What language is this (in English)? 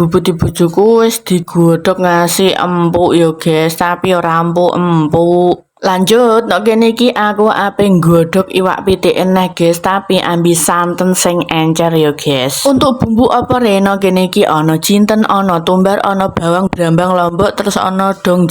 Javanese